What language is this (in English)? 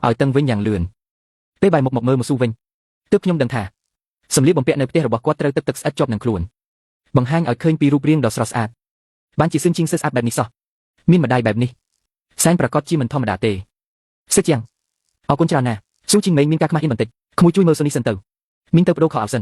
Khmer